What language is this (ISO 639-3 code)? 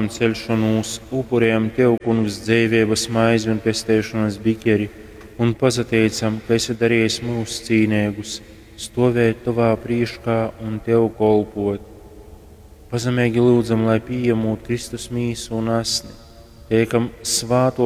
ltg